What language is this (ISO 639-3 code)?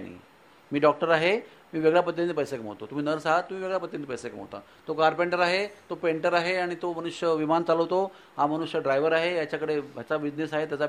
mar